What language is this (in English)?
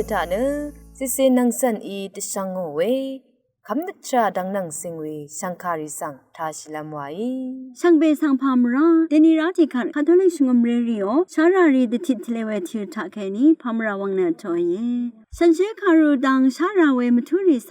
Rawang